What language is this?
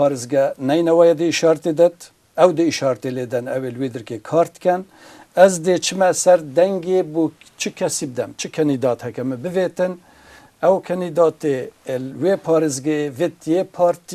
Kurdish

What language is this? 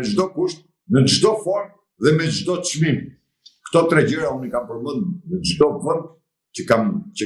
Albanian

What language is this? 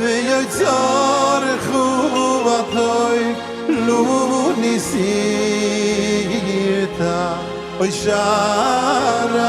Yiddish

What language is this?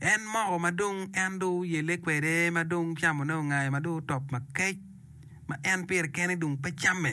Acoli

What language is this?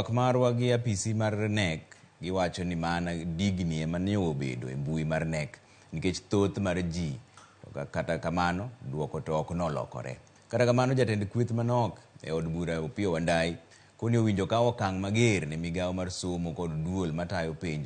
Luo (Kenya and Tanzania)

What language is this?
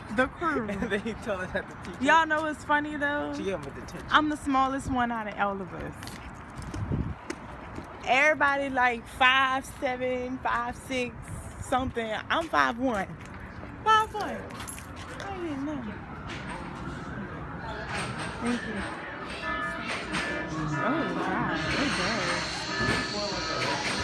English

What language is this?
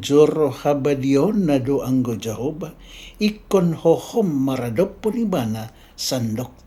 Batak Toba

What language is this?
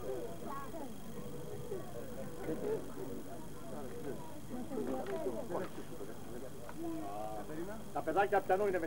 Greek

